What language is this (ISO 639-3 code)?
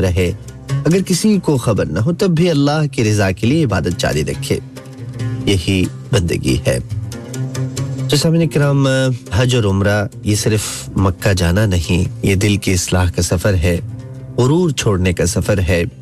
urd